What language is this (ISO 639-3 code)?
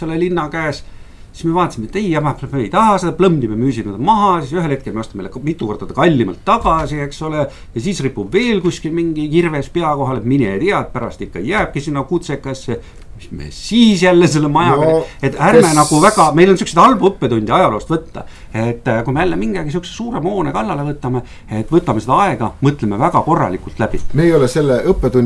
est